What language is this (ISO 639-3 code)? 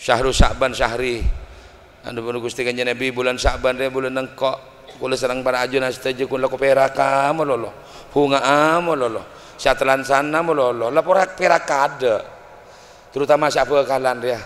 mad